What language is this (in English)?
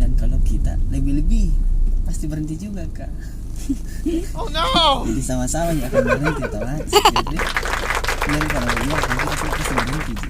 Makassar Malay